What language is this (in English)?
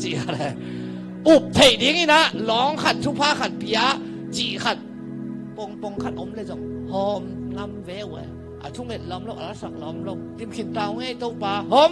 Tedim Chin